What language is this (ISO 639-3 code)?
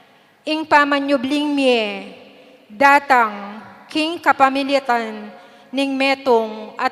pam